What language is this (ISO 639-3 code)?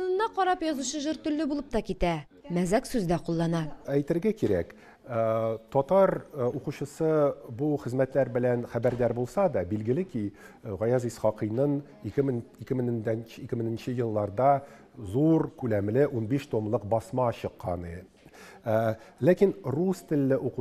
tat